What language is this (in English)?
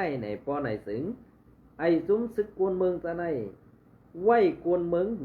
Shan